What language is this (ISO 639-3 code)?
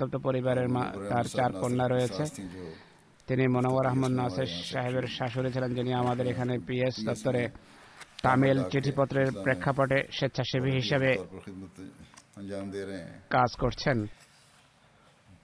ben